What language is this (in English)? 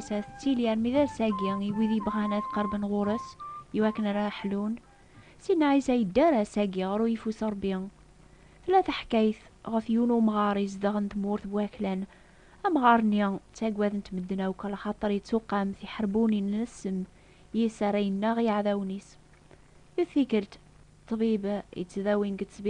Kabyle